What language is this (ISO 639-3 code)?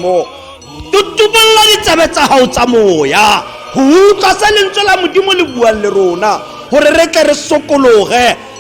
tsn